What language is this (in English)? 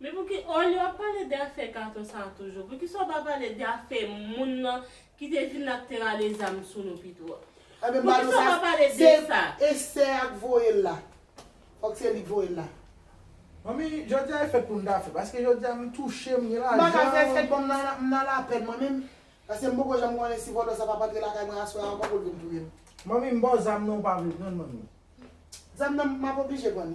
Haitian Creole